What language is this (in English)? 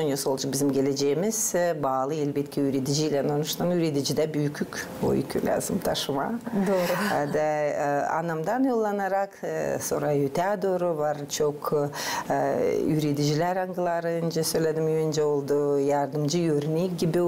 Gagauz